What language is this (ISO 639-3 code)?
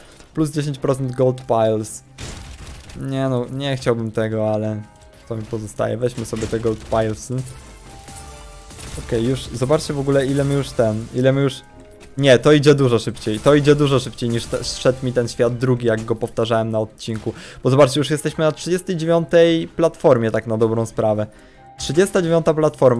pol